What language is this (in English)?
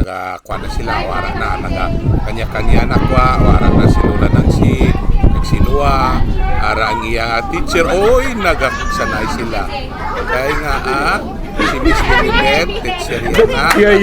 Hiligaynon